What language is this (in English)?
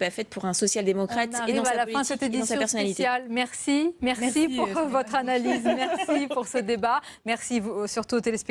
French